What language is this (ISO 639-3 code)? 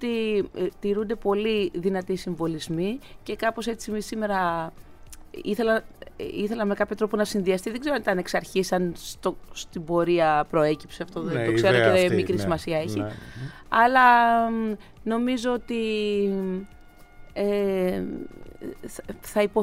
ell